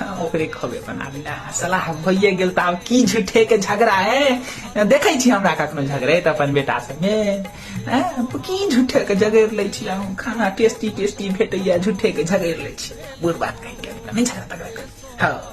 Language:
Maithili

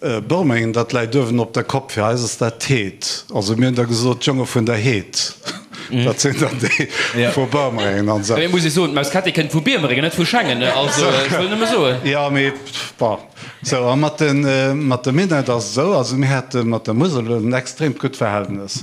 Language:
Luxembourgish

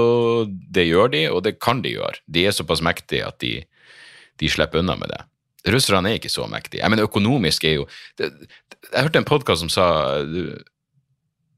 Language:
Norwegian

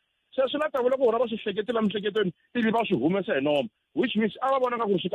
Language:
Tsonga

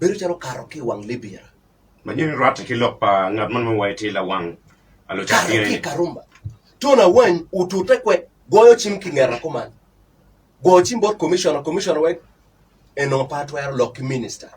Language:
Acoli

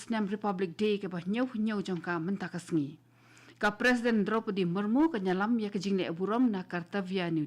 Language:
Khasi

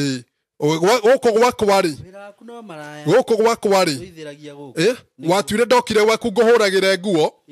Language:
Kikuyu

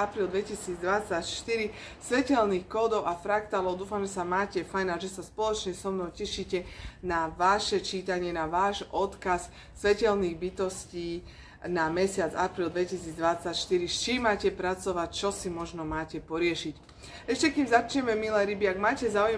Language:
Slovak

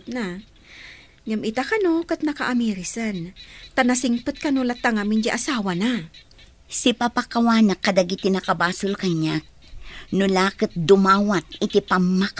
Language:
Iloko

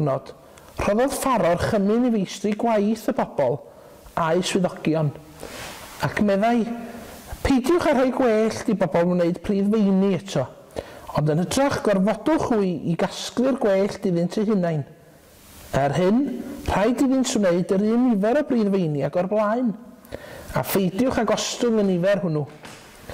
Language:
Welsh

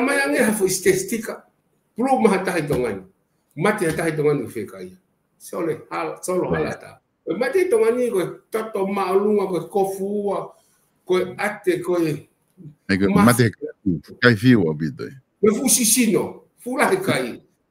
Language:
Tongan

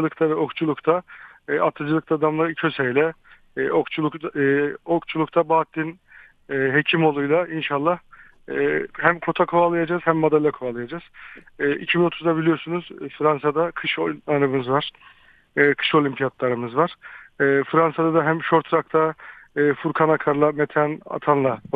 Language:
Turkish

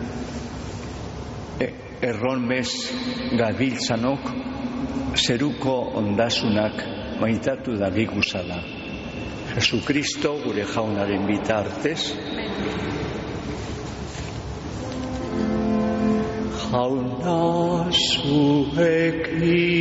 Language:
Basque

